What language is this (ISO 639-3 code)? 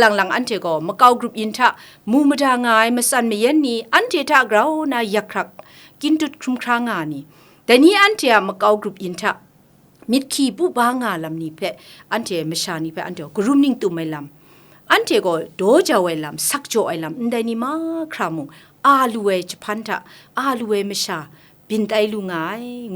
kac